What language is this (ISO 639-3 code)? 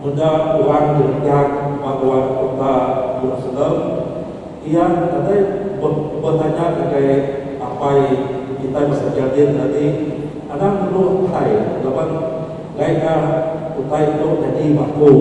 iba